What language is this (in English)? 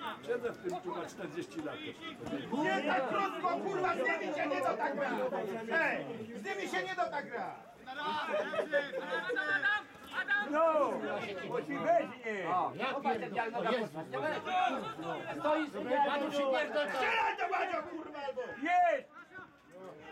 Polish